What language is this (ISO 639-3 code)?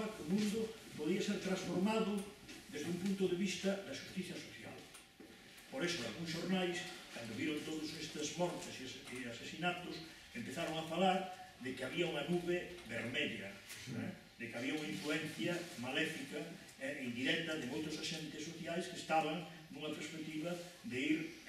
glg